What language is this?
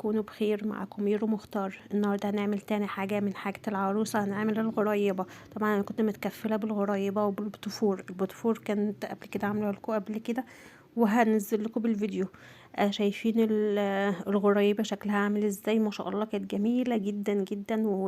Egyptian Arabic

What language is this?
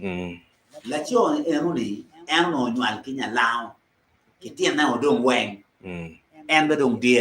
Acoli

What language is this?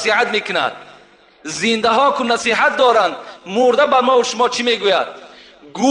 Tajik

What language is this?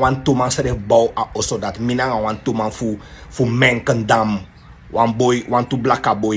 Sranan Tongo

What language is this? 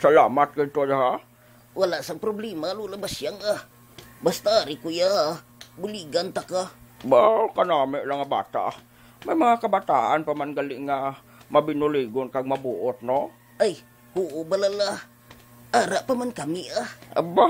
Hiligaynon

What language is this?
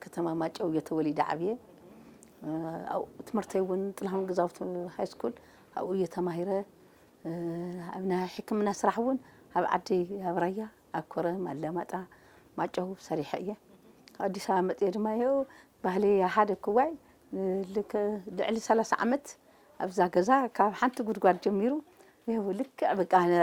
Tigrinya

